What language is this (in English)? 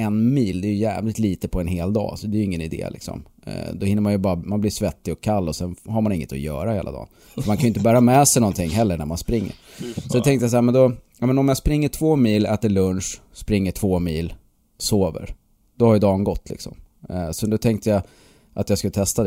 Swedish